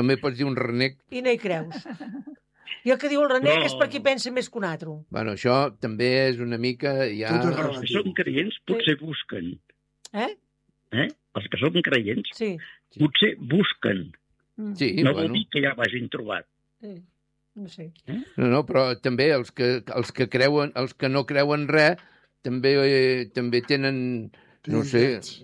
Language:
Catalan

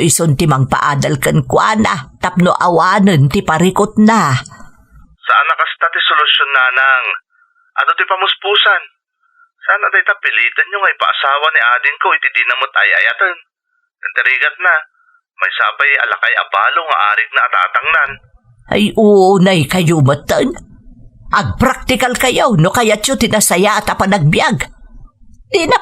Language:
Iloko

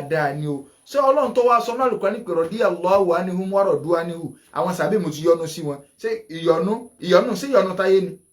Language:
Yoruba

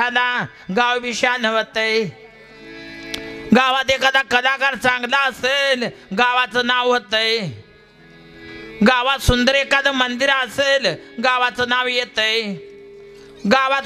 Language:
Marathi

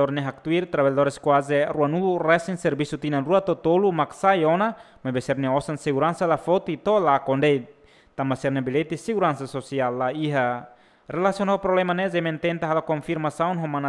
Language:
Tetum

